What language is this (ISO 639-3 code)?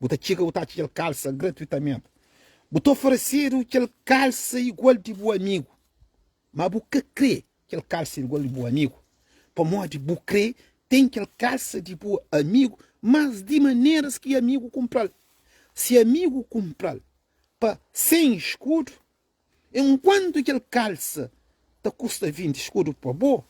kea